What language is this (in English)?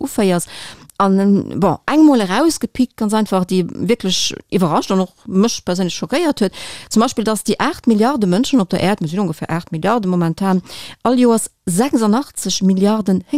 Luxembourgish